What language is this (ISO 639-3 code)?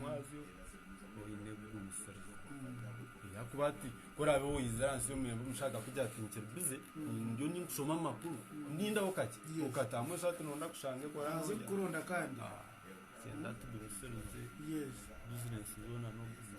nyn